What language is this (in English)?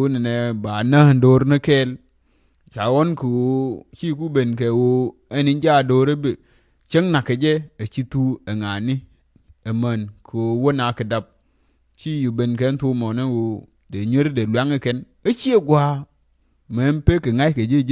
Nuer